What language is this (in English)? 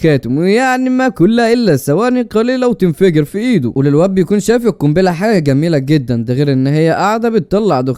Egyptian Arabic